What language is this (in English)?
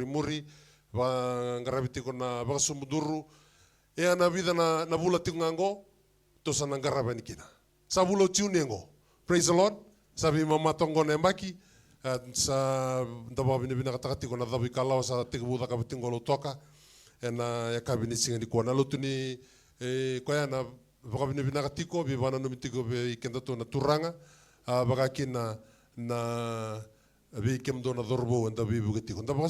Fijian